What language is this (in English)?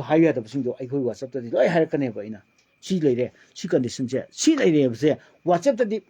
Manipuri